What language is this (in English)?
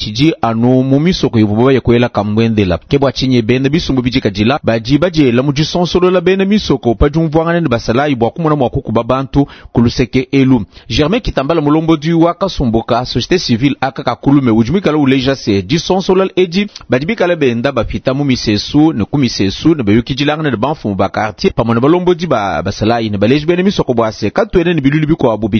Luba-Lulua